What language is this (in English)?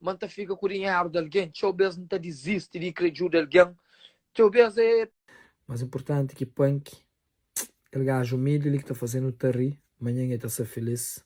Kabuverdianu